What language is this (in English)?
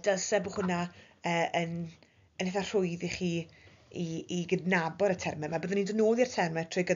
Welsh